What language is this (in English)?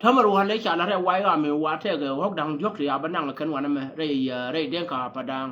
Nuer